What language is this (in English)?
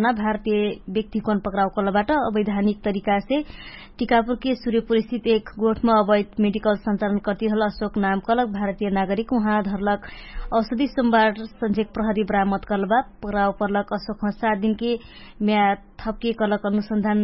Dangaura Tharu